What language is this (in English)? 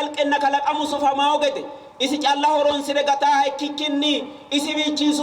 Sidamo